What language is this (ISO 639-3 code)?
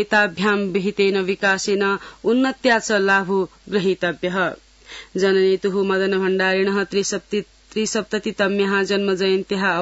san